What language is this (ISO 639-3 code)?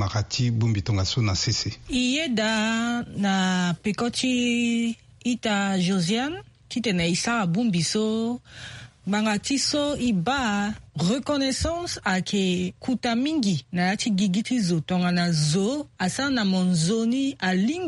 sag